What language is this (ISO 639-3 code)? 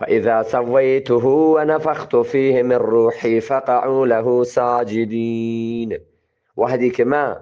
bgp